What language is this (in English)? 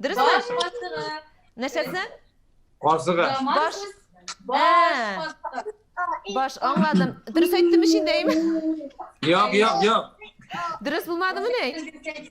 Tatar